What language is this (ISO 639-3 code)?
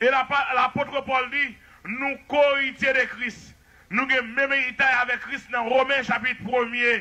hat